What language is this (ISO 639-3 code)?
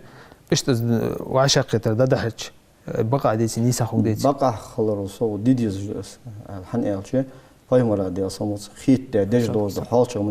inh